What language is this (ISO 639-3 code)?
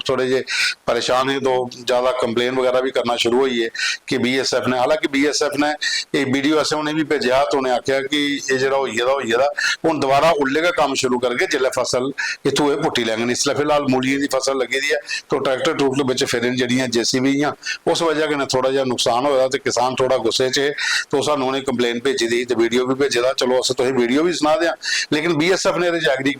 doi